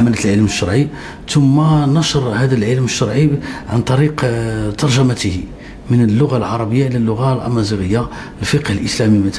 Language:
Moroccan Arabic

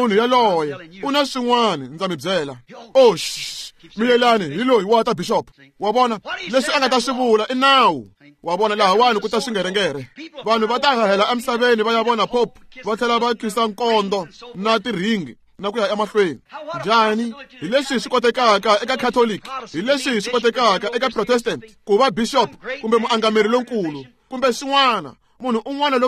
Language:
Tsonga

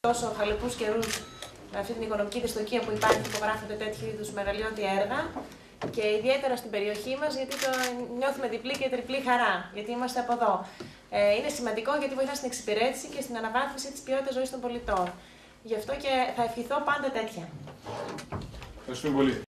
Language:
Greek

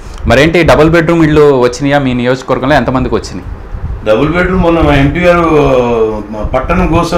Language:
Telugu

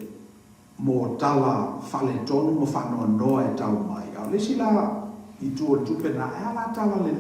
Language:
Samoan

